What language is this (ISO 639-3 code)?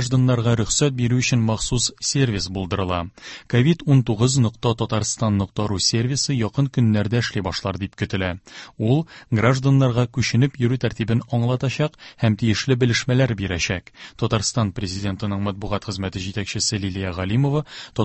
tat